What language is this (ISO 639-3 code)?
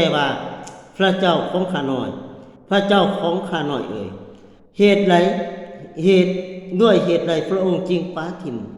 lao